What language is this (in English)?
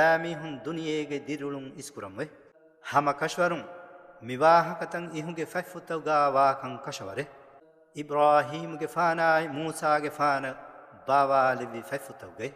Divehi